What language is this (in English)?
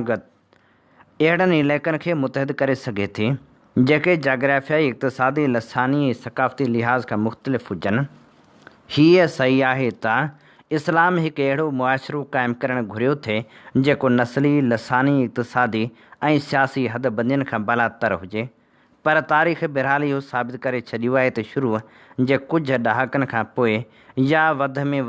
Sindhi